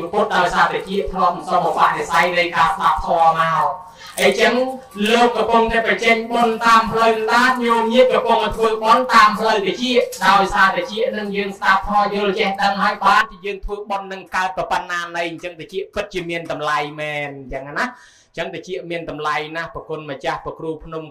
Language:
Khmer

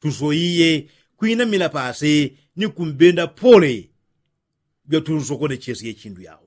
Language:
Yao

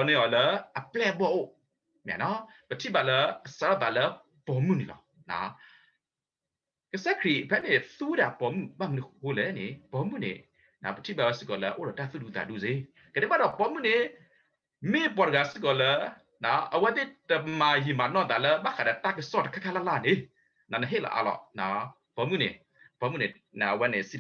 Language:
S'gaw Karen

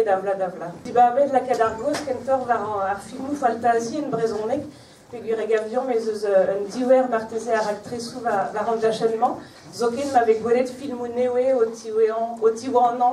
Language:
Breton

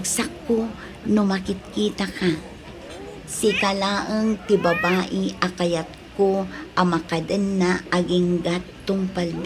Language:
Iloko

